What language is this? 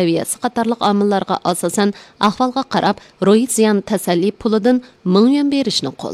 Uyghur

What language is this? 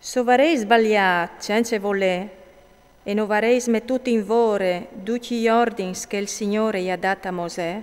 Friulian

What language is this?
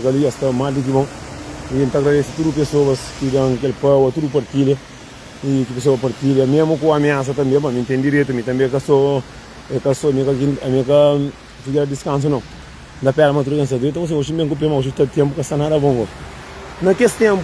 Kabuverdianu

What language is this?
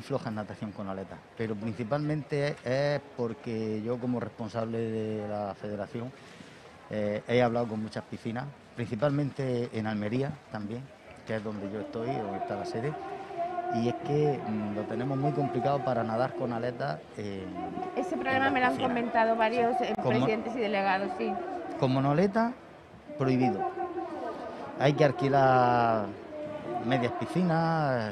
Spanish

